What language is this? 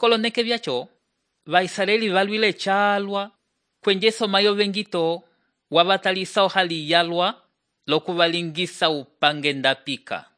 Umbundu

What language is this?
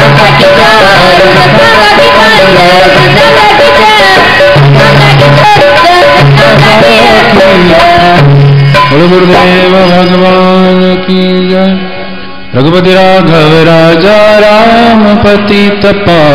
Hindi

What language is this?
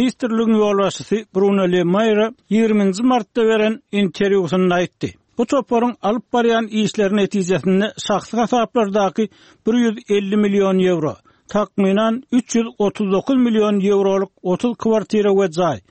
Turkmen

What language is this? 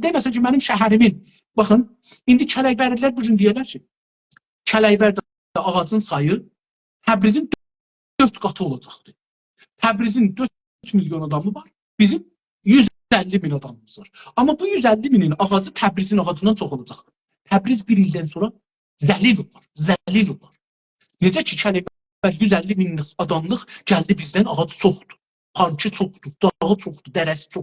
South Azerbaijani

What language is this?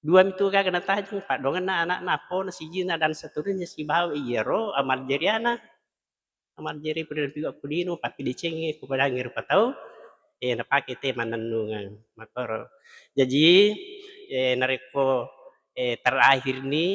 Buginese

